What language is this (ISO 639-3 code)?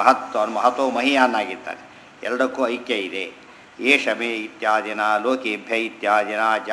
kan